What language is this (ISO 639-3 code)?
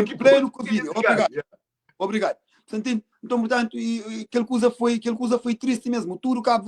kea